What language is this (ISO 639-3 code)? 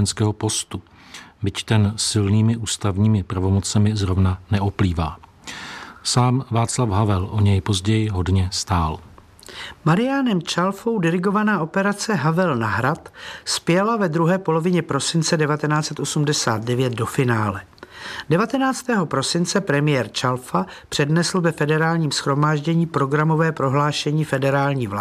ces